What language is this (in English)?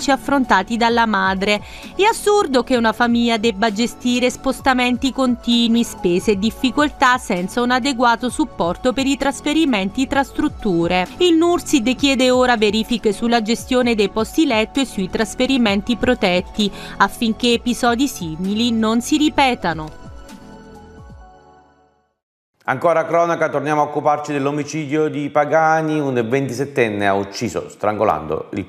Italian